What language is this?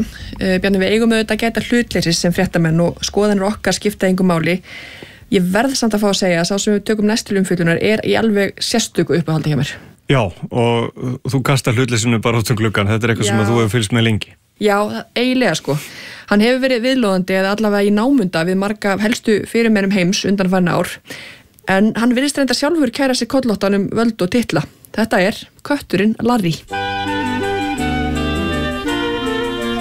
Icelandic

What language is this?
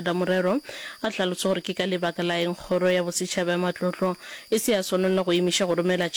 Northern Sotho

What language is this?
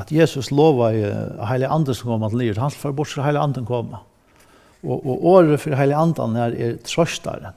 Faroese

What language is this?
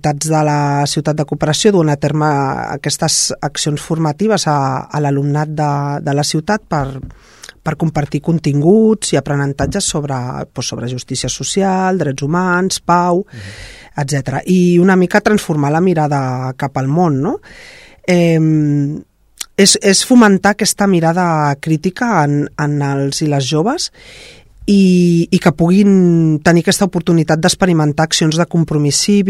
Catalan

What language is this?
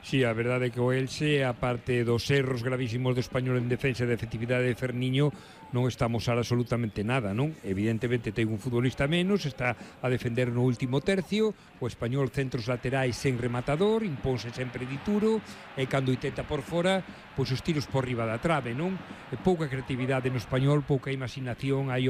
Galician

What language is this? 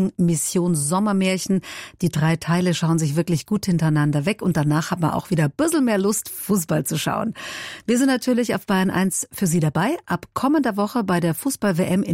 German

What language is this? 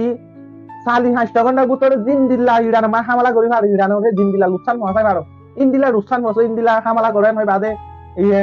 Rohingya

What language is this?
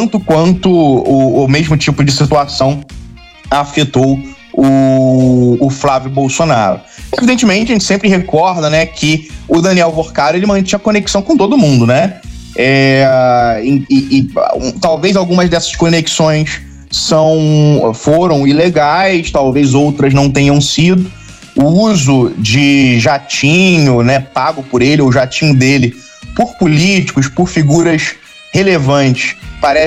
Portuguese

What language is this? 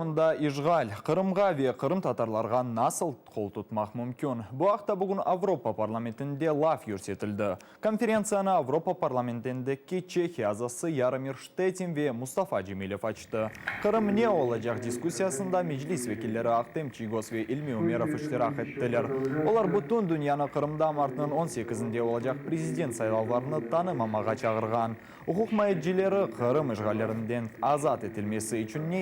Crimean Tatar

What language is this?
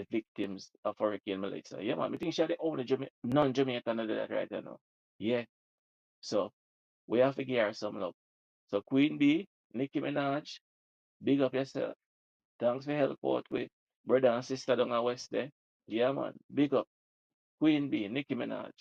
Jamaican Creole English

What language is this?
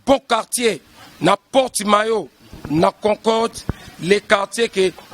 Lingala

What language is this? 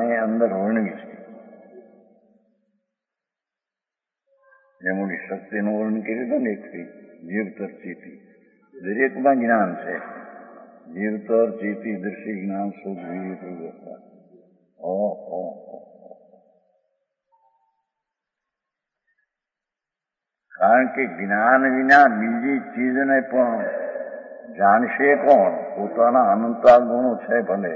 Gujarati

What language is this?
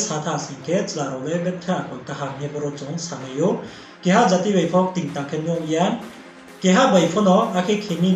Riang (India)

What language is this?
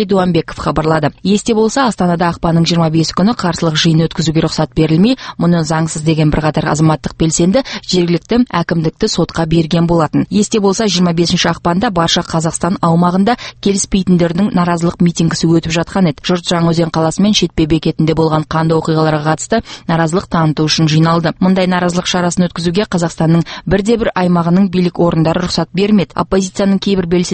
Kazakh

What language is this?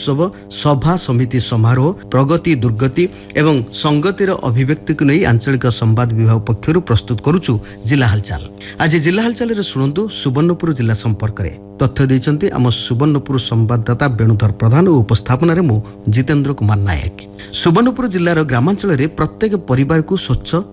Odia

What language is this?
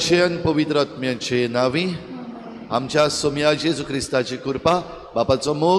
Konkani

